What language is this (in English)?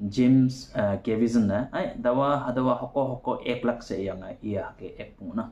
Konyak Naga